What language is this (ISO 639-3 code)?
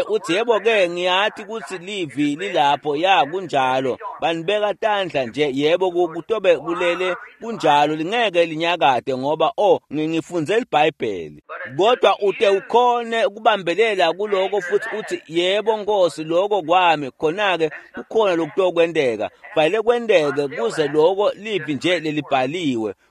ssw